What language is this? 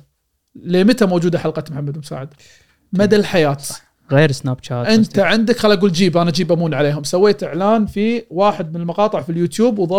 Gulf Arabic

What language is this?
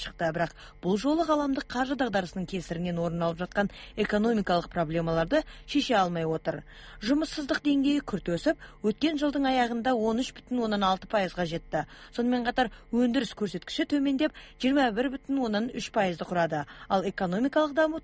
Kazakh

